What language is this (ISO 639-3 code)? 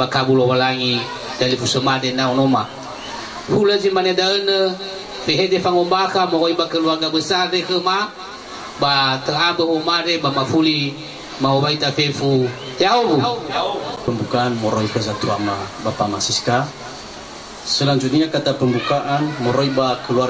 nia